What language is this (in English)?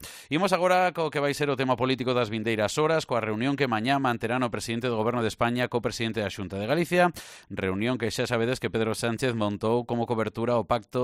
Galician